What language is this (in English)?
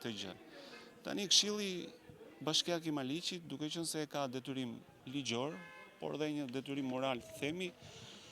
Albanian